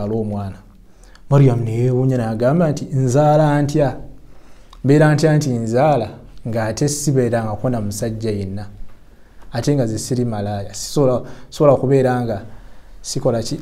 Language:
Ganda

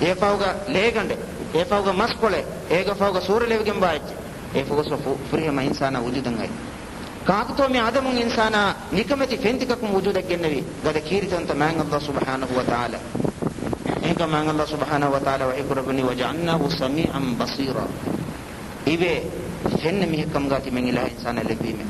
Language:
Divehi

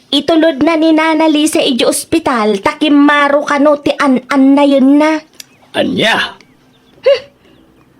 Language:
Iloko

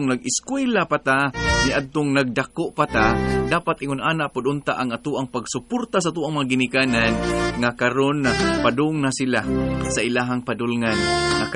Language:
Cebuano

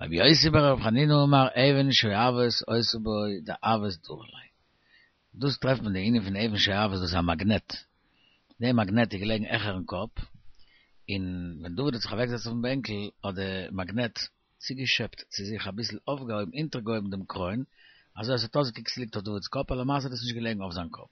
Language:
Yiddish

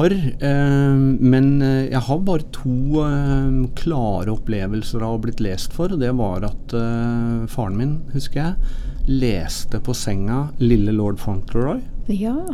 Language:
Norwegian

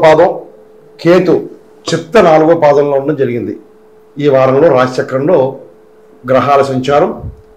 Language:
Telugu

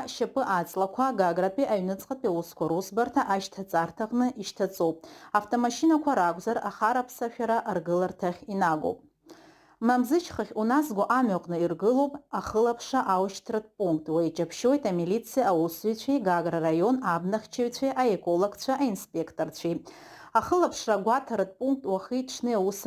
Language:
Abkhazian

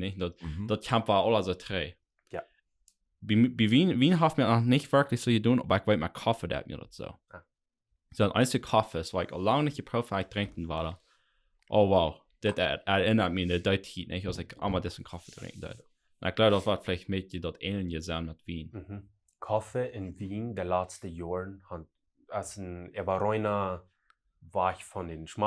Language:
Plautdietsch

